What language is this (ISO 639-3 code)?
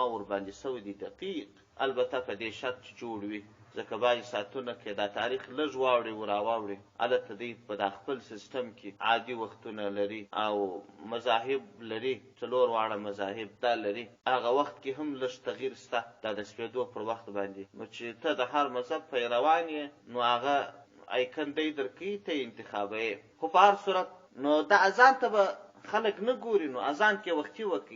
pus